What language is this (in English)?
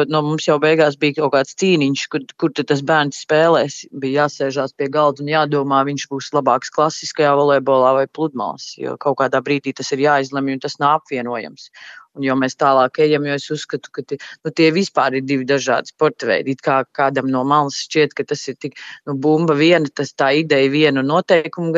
Latvian